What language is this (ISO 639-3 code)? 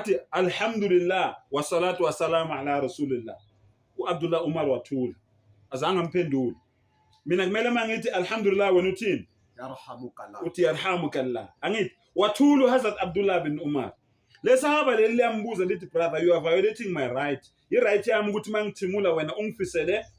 zul